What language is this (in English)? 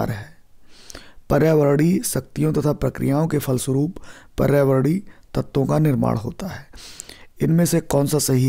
Hindi